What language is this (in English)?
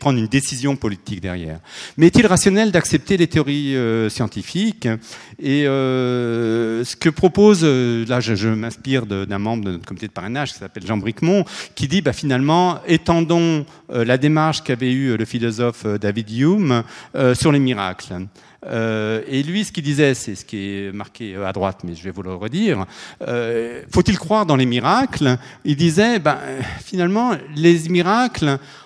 French